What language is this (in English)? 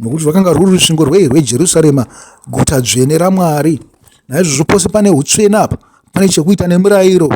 Shona